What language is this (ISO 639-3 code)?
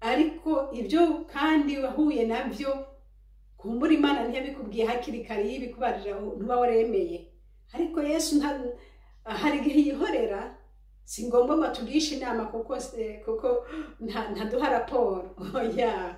run